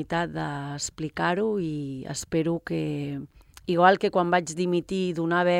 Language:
Catalan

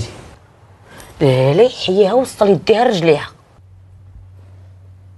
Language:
Moroccan Arabic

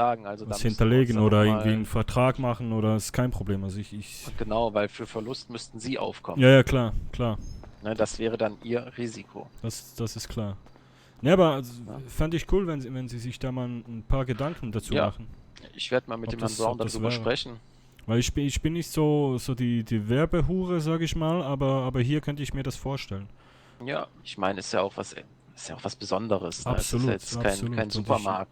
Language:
Swiss German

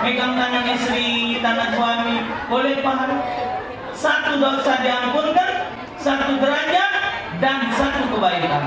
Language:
Musi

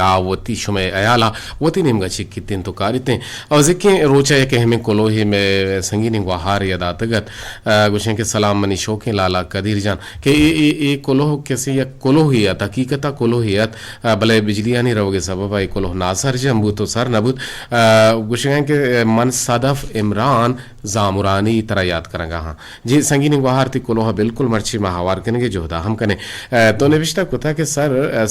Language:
Eastern Balochi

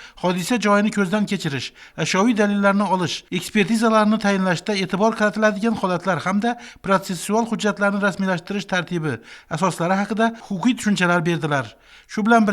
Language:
Uzbek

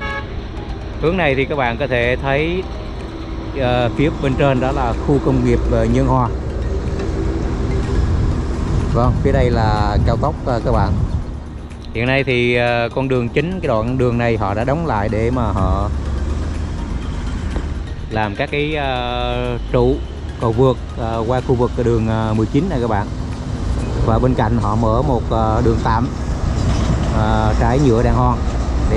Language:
Vietnamese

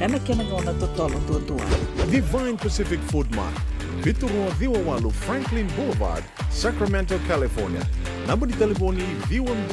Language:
Fijian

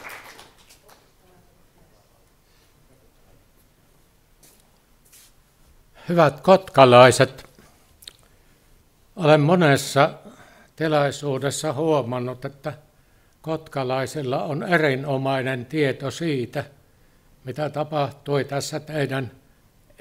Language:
Finnish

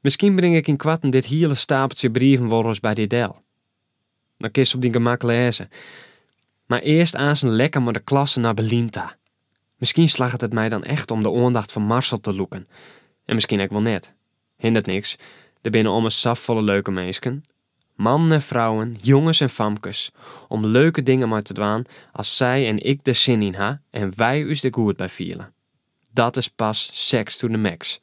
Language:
Western Frisian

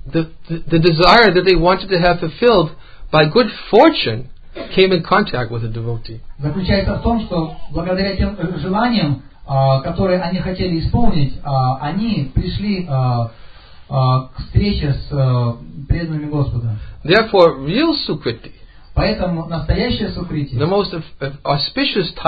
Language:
Russian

